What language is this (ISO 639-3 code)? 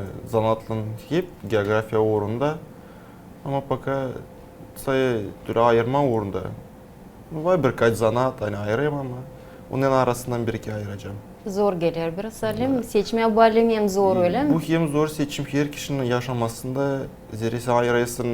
gag